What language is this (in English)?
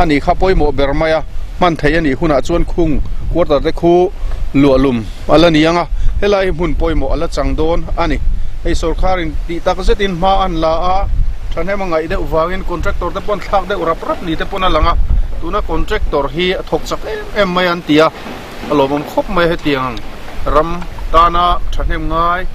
Mizo